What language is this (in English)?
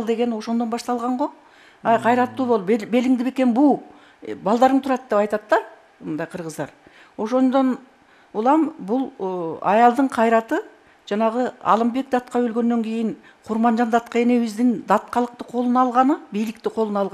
Kyrgyz